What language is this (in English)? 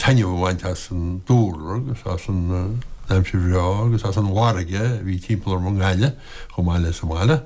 Irish